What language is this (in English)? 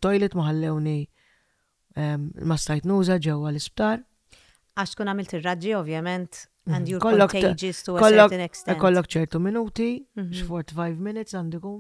Maltese